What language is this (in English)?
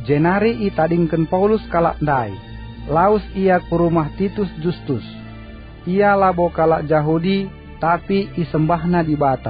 Batak Karo